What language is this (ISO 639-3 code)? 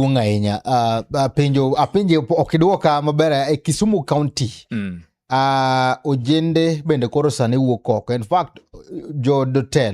luo